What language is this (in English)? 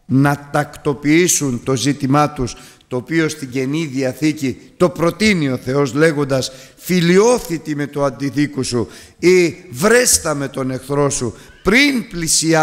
Greek